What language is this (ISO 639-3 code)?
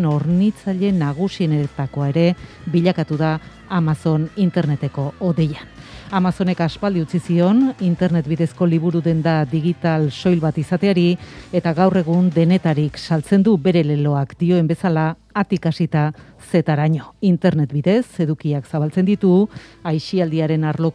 eus